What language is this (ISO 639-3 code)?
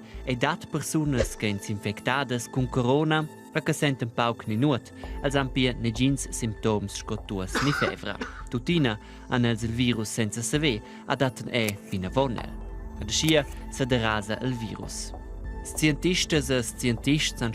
roh